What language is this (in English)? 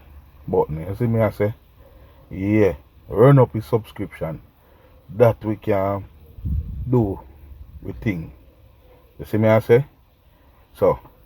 Jamaican Creole English